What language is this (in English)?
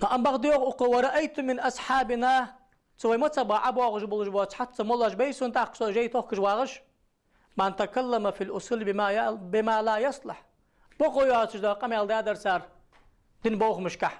Ingush